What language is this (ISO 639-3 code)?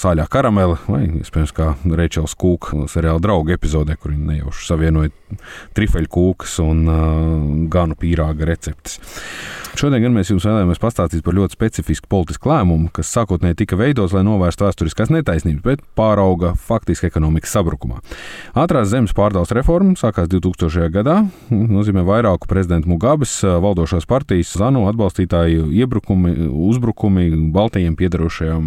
lav